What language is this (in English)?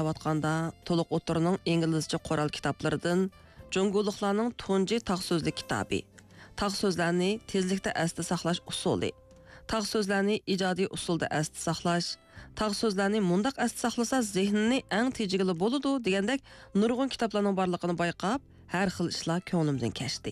Uyghur